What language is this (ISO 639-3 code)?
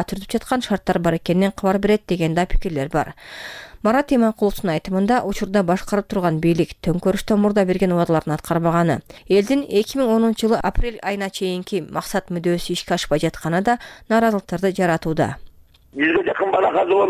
kir